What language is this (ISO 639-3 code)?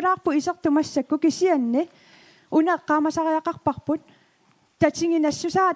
kal